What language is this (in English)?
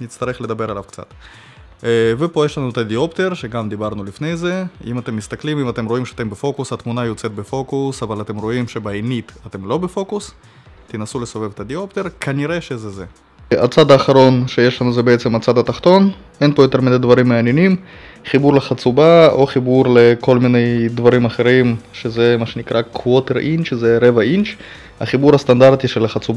Hebrew